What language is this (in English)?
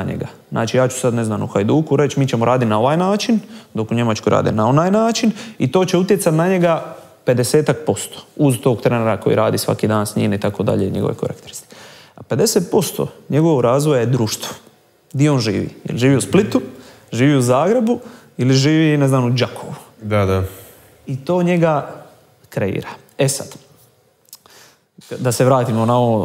Croatian